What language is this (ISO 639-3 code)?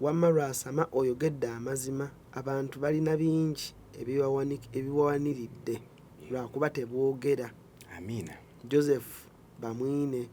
lug